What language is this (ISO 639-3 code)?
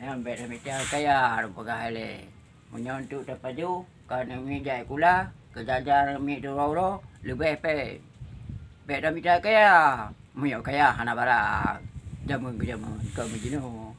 ace